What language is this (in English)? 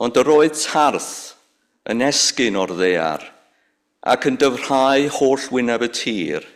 Welsh